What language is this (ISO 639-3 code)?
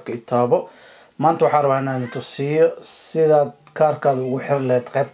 som